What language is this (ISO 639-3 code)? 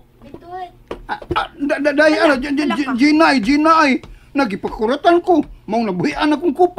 ceb